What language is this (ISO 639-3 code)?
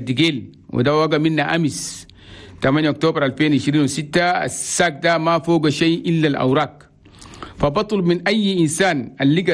shu